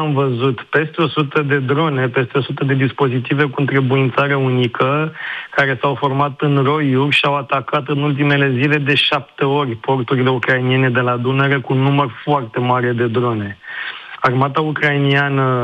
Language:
Romanian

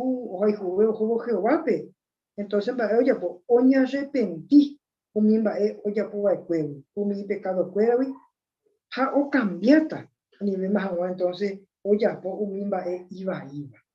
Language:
Guarani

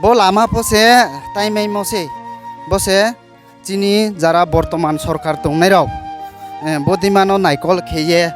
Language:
Riang (India)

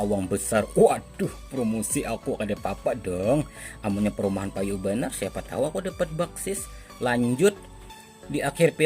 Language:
Banjar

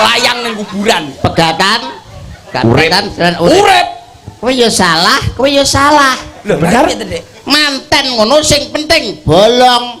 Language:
Javanese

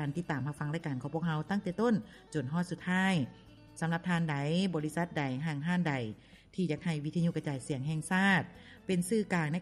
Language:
Lao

